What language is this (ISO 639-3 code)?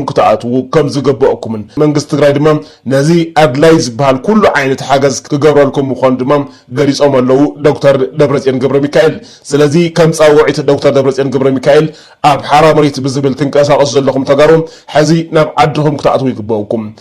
tir